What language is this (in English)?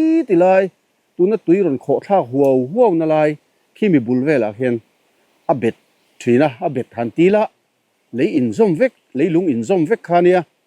Mizo